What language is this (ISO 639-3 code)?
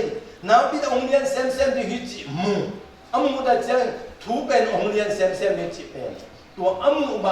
ctd